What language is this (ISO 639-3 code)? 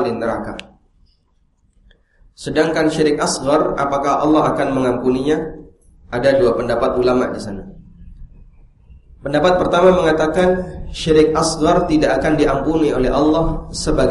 ind